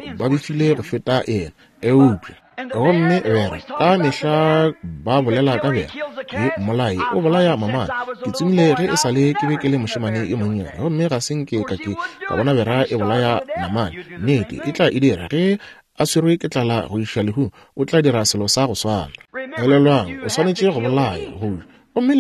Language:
Northern Sotho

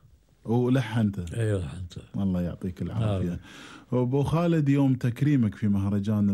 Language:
Gulf Arabic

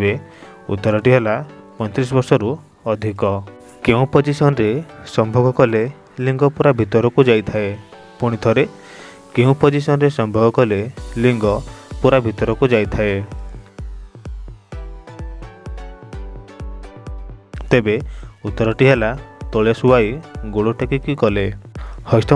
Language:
Odia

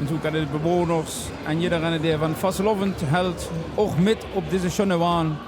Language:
Limburgish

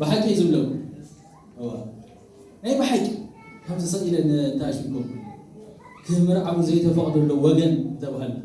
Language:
Tigrinya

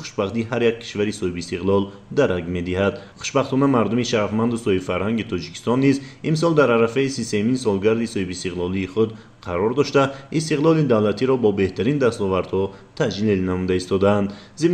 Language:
Tajik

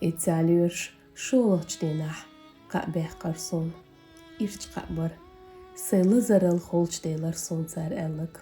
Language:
Chechen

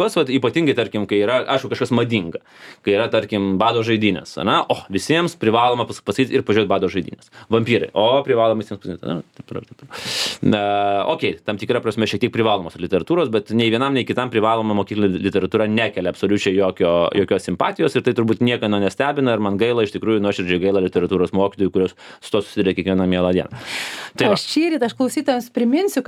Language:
Lithuanian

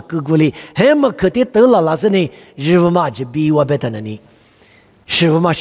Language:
Lisu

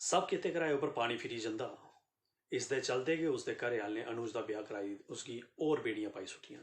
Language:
Dogri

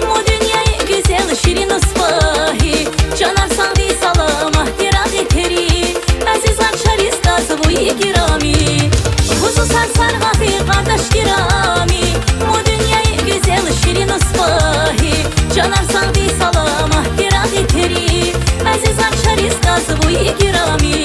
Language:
Tabassaran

